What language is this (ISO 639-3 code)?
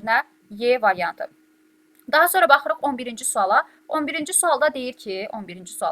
aze